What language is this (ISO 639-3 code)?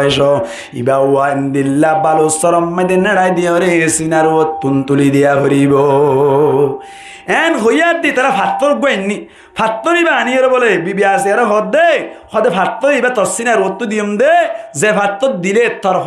rhg